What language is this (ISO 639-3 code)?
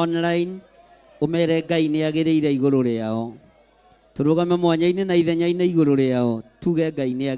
kik